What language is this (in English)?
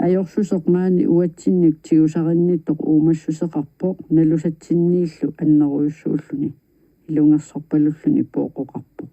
Kalaallisut